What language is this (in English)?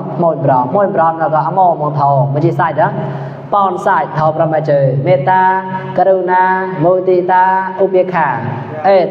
Mon